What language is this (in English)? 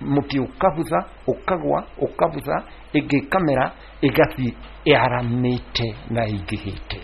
Kikuyu